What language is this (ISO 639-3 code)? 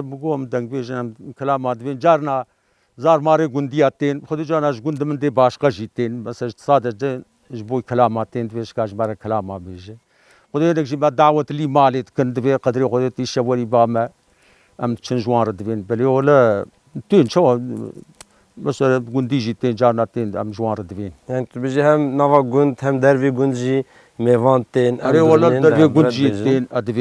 kur